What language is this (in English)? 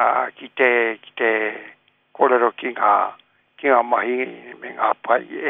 Māori